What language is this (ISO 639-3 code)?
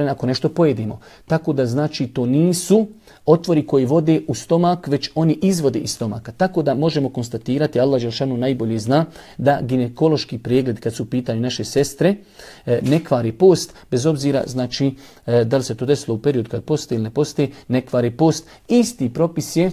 bos